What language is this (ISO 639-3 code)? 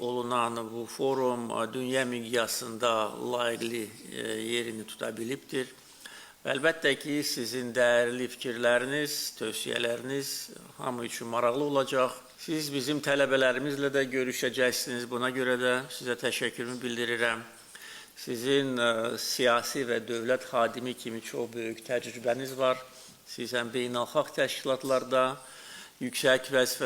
aze